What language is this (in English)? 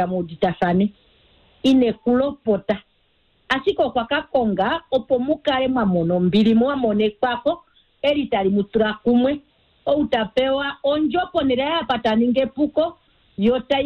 Kuanyama